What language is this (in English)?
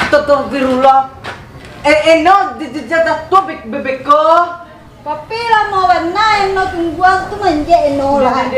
Minangkabau